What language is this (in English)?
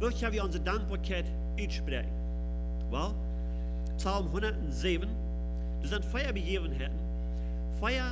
Plautdietsch